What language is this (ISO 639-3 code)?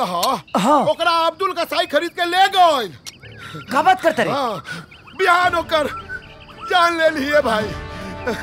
bho